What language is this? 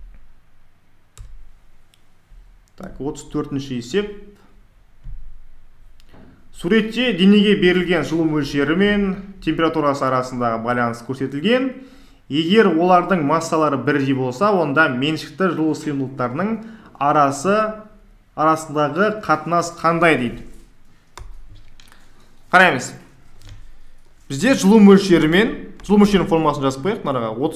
Kazakh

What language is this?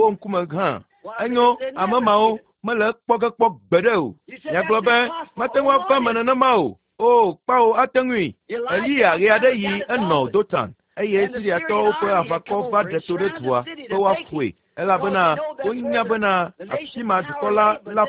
Ewe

